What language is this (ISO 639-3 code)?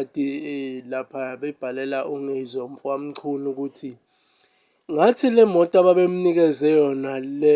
zul